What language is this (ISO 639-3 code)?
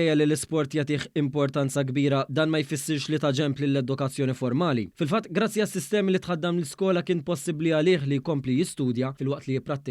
mlt